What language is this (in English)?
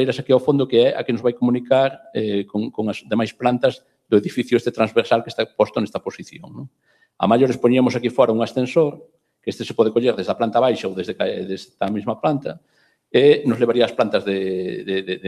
Galician